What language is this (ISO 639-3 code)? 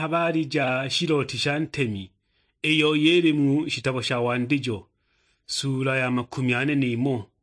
suk